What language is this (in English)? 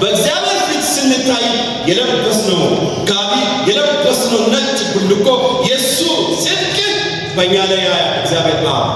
Amharic